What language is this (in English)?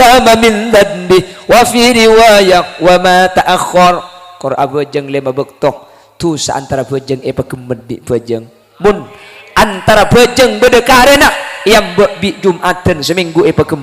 Madurese